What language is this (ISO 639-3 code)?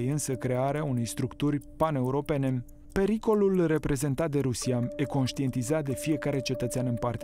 ron